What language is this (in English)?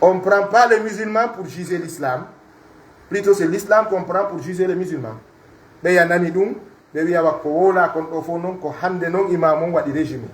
Pular